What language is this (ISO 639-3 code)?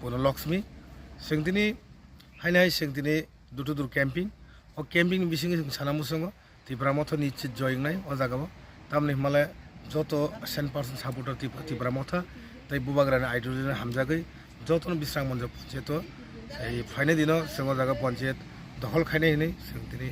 trp